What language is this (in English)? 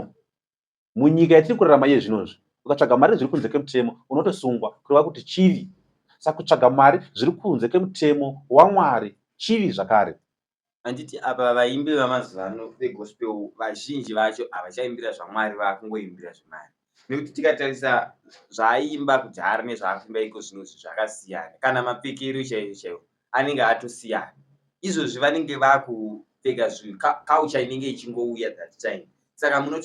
Shona